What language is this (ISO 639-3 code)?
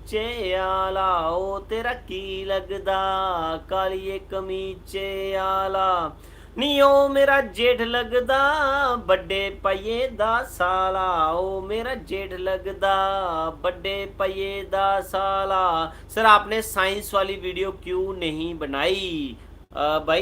doi